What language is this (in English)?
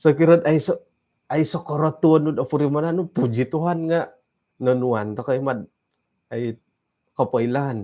Central Dusun